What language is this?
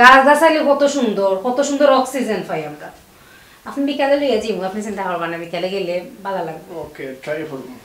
Sylheti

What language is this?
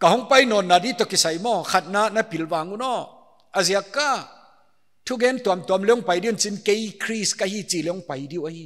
Paite Chin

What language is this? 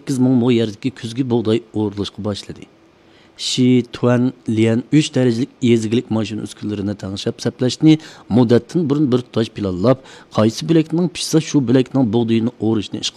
Uyghur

